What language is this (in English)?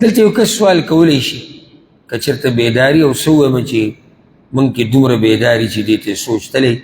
Pashto